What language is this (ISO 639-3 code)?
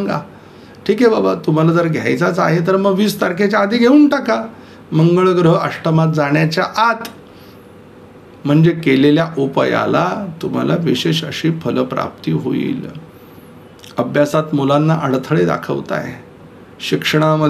mar